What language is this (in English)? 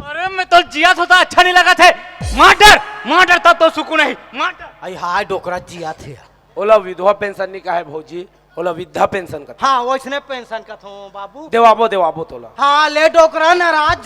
Chhattisgarhi